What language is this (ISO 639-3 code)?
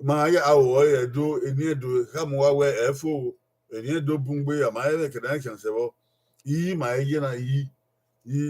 bin